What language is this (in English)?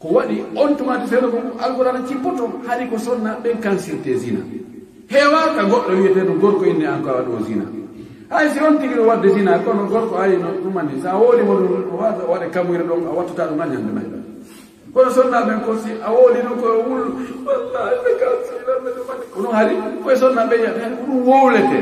Fula